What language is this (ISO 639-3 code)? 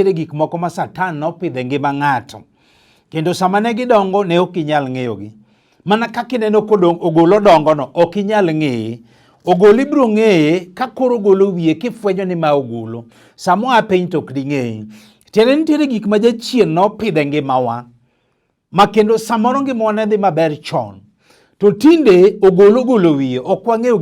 luo